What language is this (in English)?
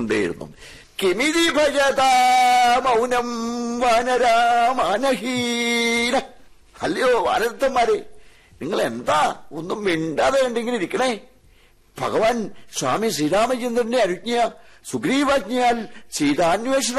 Malayalam